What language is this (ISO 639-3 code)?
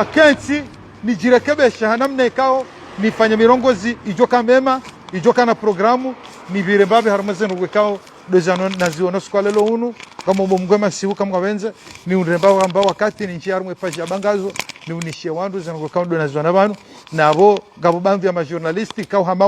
zdj